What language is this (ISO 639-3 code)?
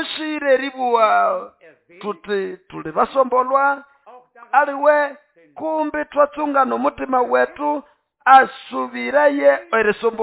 nnb